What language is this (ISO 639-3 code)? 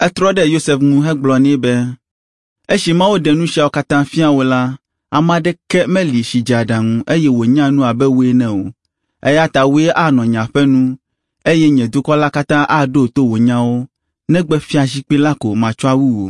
ewe